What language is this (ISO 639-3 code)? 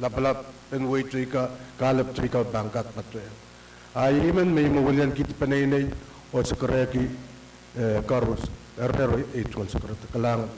pon